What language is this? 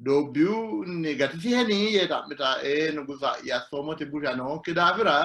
Sidamo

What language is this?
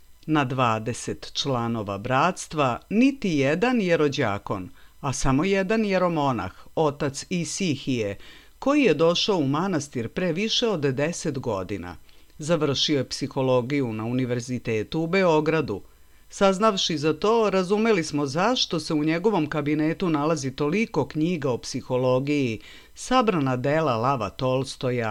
Serbian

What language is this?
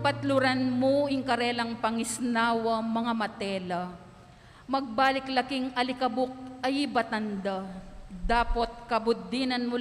Pampanga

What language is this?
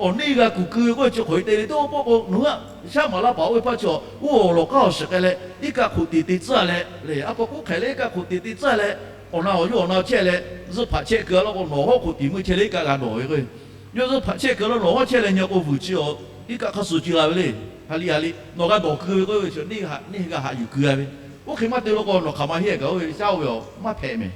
Lahu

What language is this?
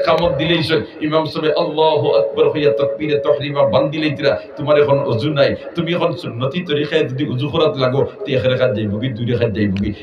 Sylheti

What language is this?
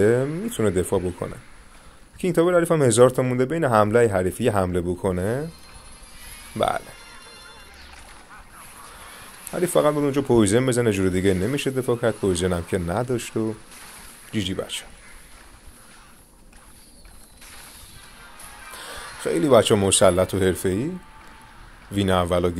Persian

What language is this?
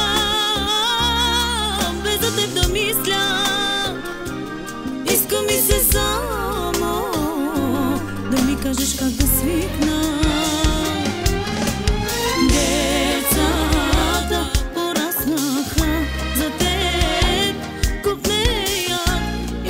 Bulgarian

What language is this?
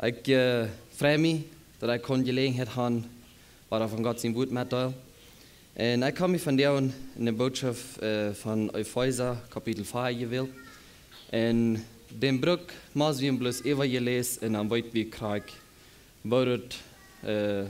Plautdietsch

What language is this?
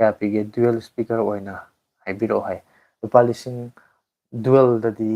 Manipuri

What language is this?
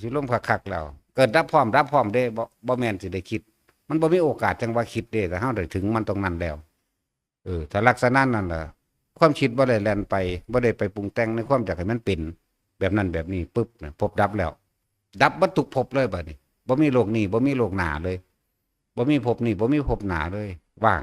Northeastern Thai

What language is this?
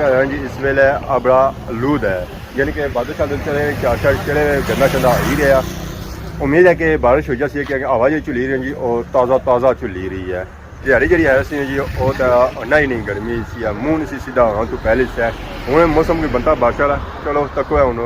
Pahari-Potwari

